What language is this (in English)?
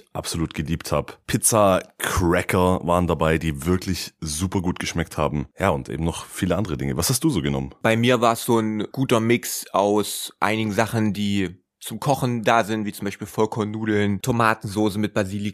German